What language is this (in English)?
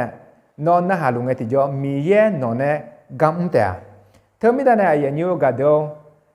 Akha